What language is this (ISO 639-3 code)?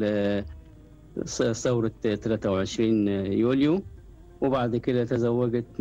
afb